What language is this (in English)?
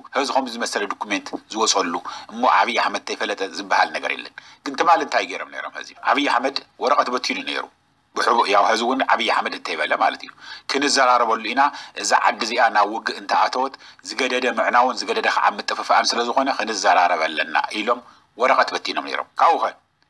Tigrinya